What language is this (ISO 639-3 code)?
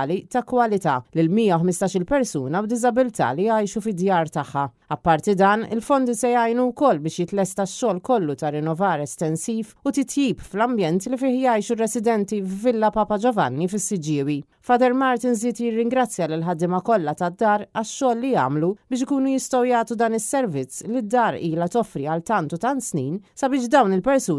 mlt